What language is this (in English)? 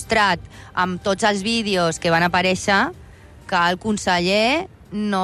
Catalan